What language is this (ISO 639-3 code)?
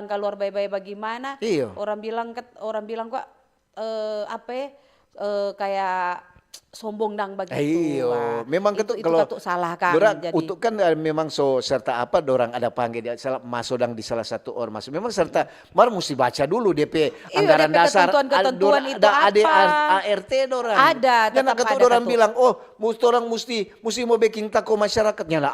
xmm